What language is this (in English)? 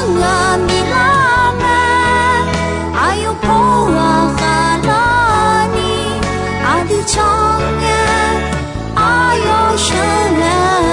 Akha